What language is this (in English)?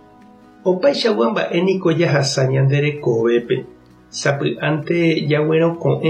Guarani